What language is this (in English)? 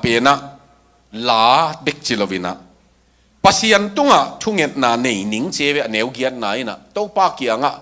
Tedim Chin